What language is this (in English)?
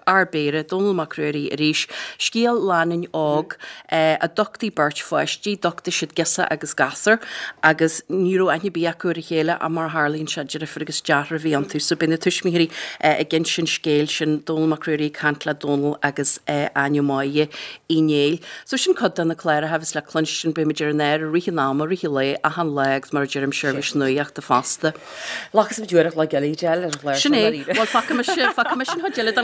Irish